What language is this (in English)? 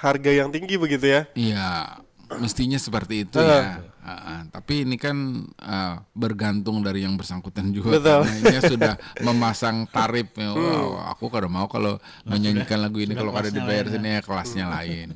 Banjar